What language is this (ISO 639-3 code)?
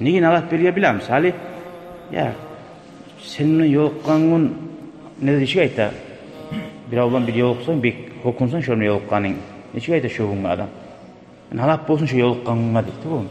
kum